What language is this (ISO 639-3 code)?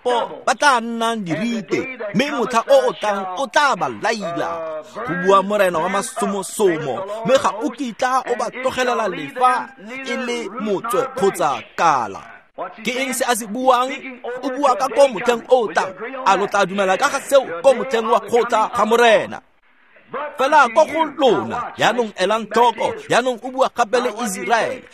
tsn